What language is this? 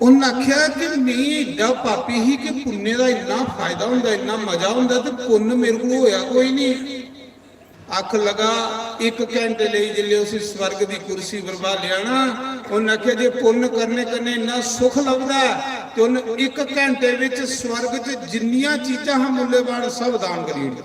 Dogri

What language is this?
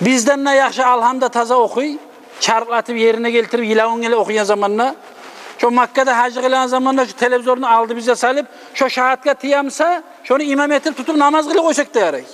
Kumyk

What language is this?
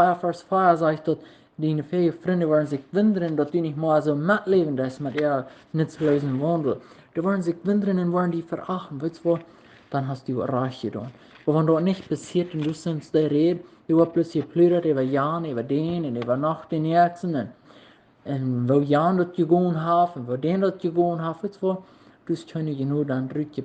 Plautdietsch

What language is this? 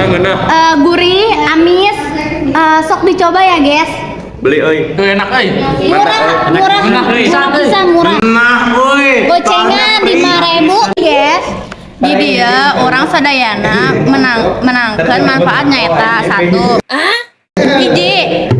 Sundanese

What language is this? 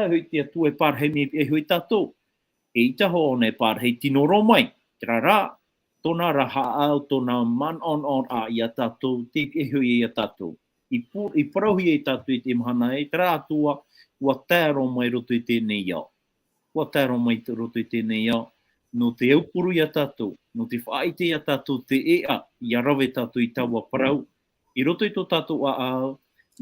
Tahitian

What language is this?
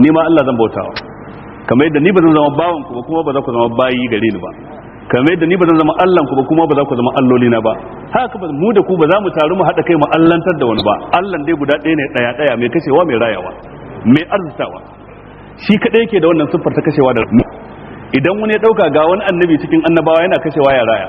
Hausa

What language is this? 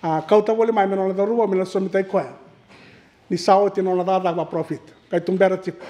Fijian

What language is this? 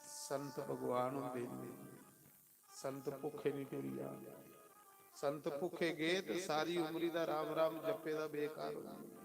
Dogri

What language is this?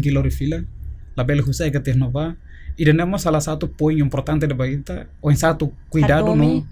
Tetum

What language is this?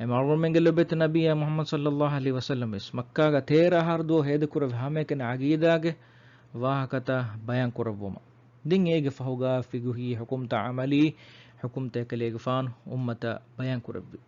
Divehi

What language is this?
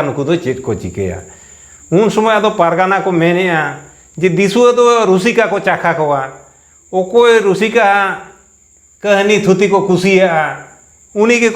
Santali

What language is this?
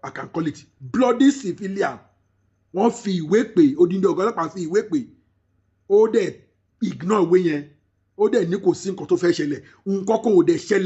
Yoruba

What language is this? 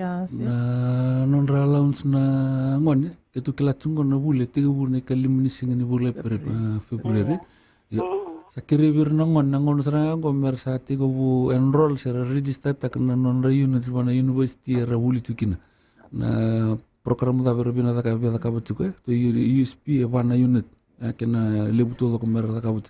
Fijian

